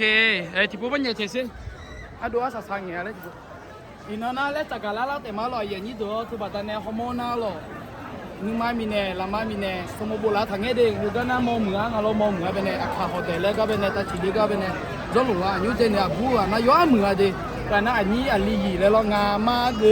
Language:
Akha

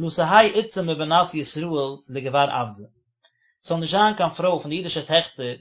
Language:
Yiddish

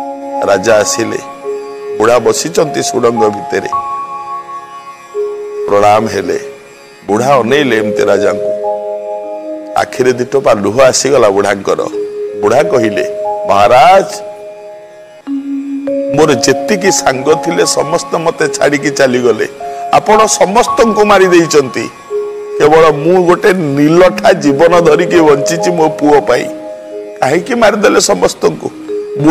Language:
Odia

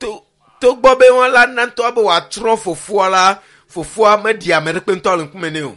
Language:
Ewe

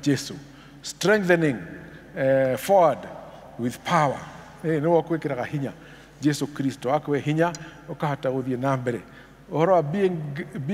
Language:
Kikuyu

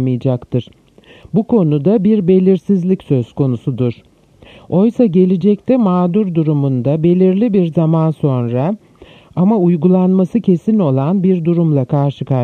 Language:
Turkish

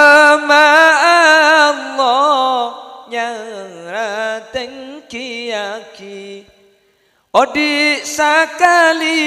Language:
Madurese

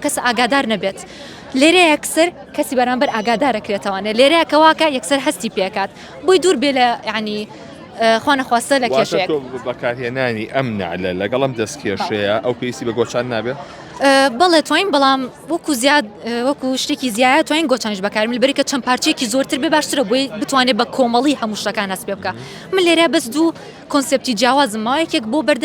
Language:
Central Kurdish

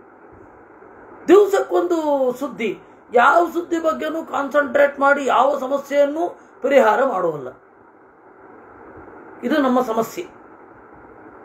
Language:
Kannada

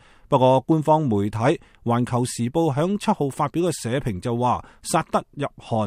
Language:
Cantonese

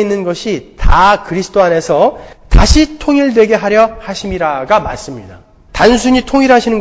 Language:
Korean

